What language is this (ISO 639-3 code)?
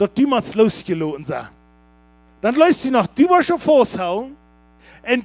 pdt